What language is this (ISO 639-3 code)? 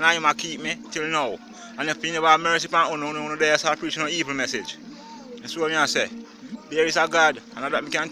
jam